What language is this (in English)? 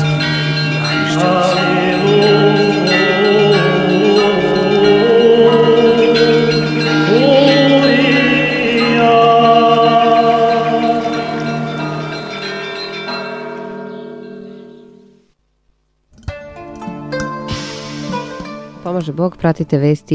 Serbian